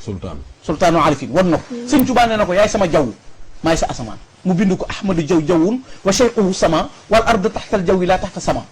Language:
Wolof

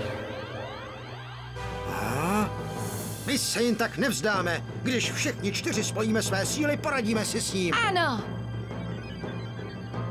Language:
Czech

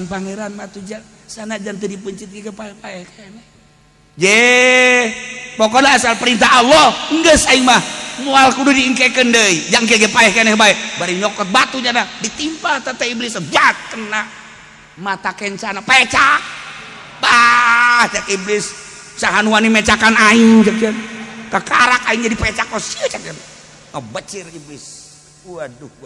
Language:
Sundanese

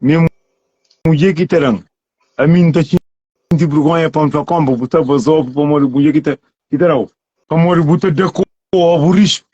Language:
Kabuverdianu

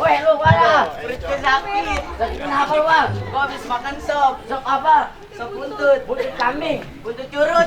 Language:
Betawi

